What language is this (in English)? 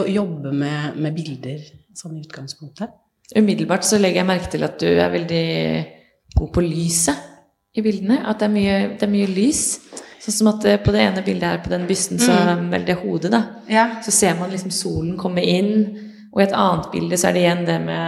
Norwegian